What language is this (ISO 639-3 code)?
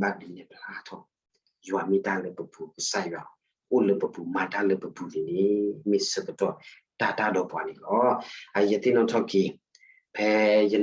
ksw